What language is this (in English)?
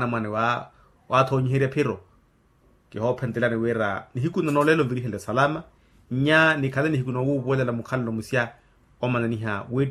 Makhuwa